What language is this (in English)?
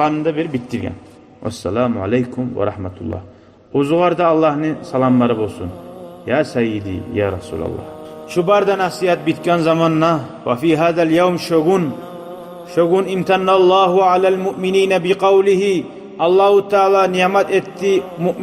Kumyk